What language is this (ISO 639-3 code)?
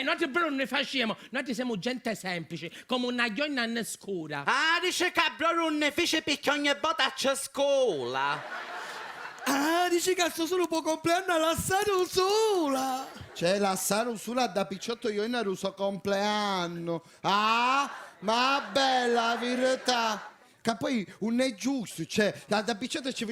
scn